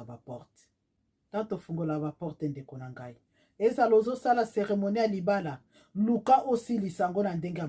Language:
Lingala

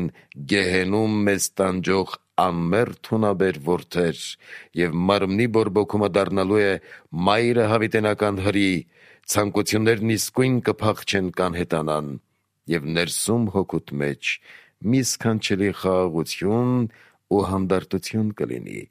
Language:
Armenian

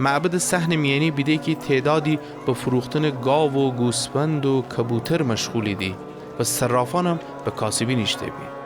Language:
Gilaki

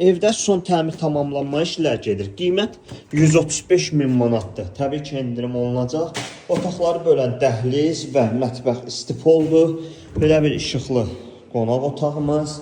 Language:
Azerbaijani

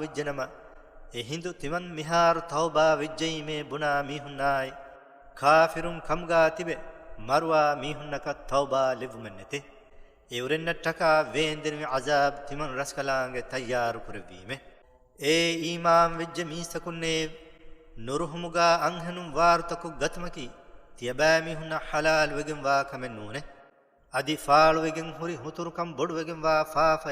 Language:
Divehi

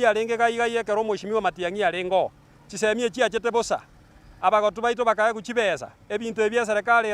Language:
Gusii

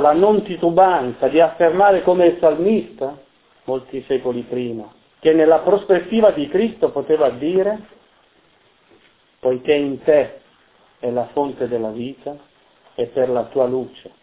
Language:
Italian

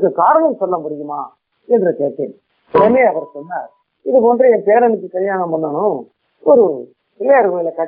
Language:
Tamil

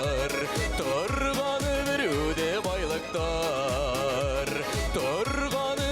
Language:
Bashkir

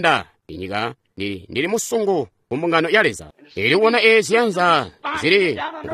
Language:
Tonga (Zambia)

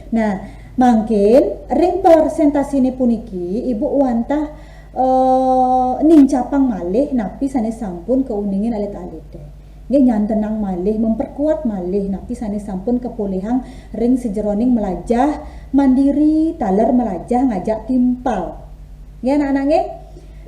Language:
Balinese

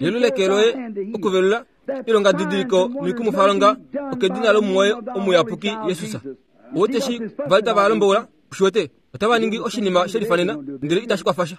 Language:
Kuanyama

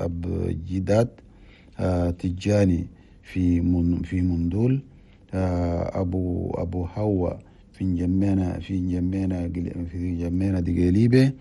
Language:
Chadian Arabic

